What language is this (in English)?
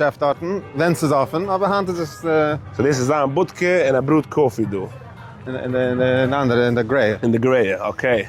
Yiddish